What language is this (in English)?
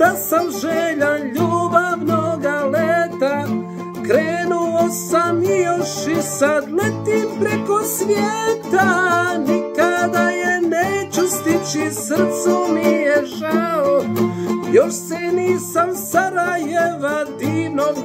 Croatian